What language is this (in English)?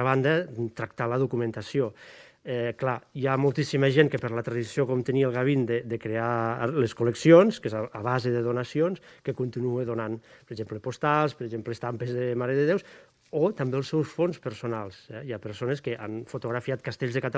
Catalan